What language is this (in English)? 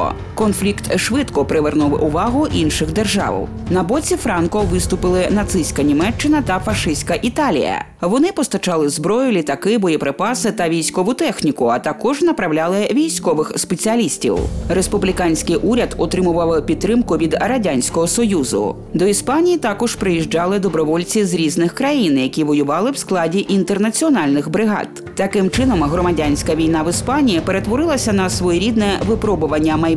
Ukrainian